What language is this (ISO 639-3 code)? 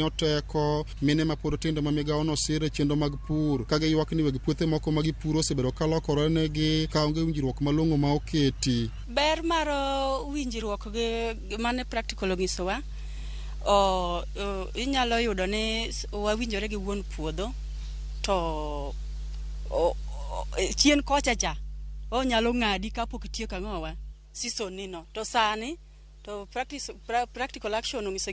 luo